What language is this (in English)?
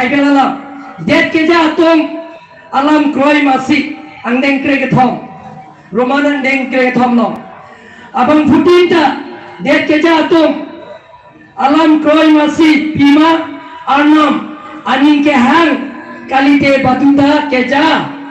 Karbi